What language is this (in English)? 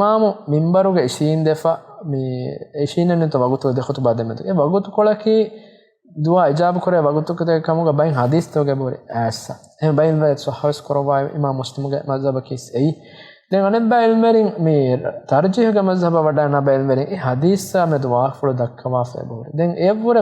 Divehi